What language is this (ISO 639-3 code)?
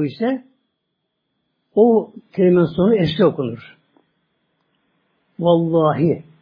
tur